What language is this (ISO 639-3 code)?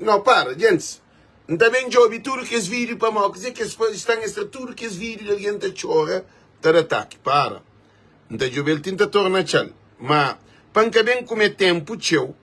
kea